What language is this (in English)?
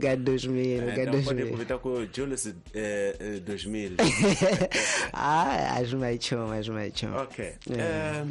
Tsonga